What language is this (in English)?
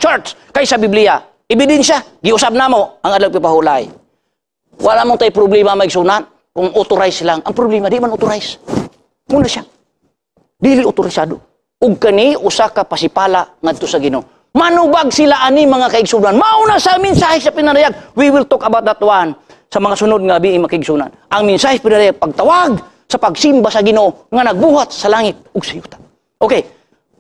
Cebuano